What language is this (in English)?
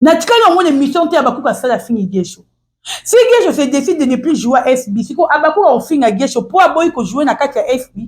Lingala